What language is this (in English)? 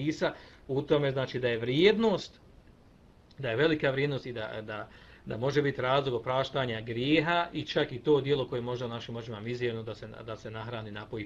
Bosnian